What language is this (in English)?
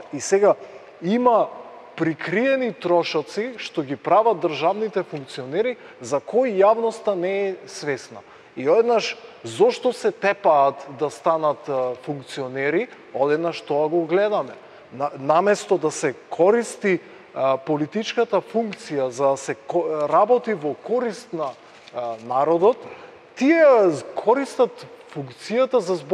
Macedonian